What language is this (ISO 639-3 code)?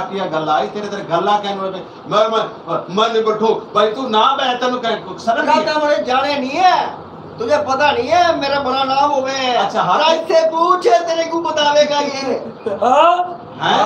skr